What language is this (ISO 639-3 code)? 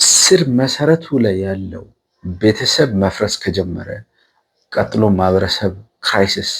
amh